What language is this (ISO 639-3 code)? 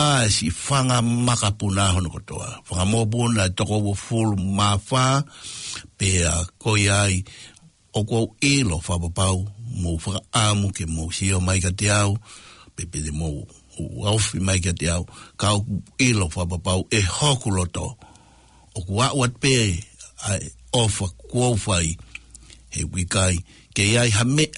ton